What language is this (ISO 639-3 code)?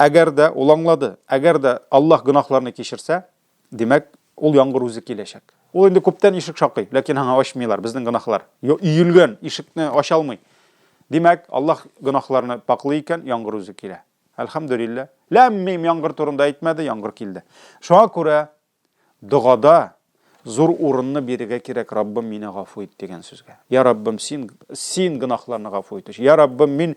tat